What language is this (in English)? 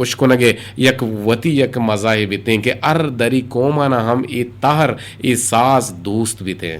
Eastern Balochi